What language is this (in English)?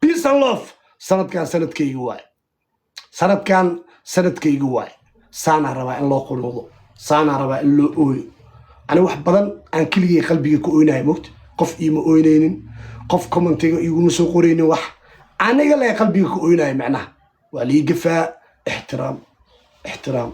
Somali